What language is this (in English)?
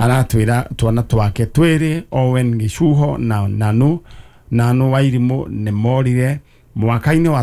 Kikuyu